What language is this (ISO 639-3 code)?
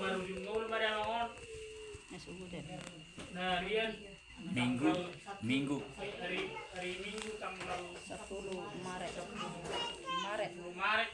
bbc